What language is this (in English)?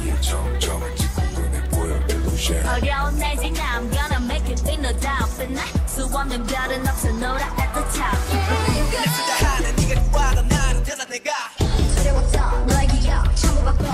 Korean